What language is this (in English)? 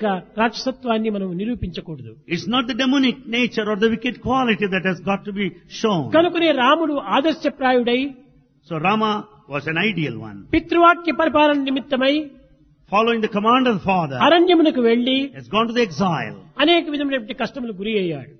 Telugu